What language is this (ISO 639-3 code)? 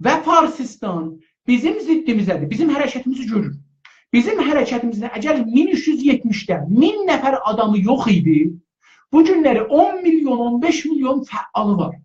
azb